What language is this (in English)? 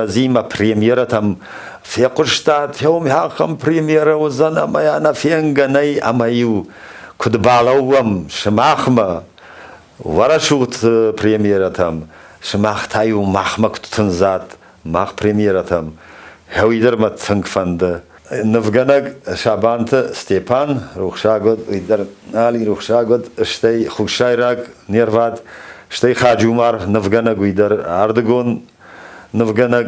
Ossetic